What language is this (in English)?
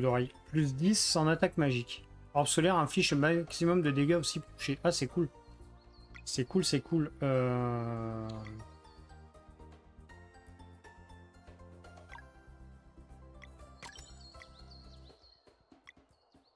French